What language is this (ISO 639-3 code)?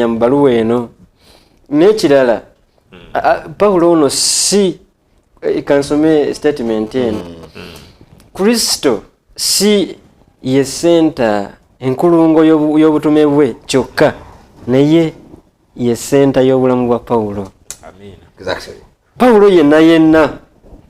lug